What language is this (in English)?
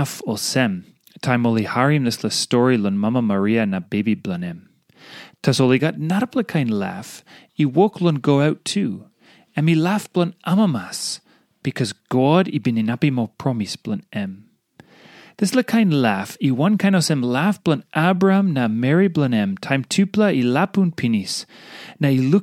Tok Pisin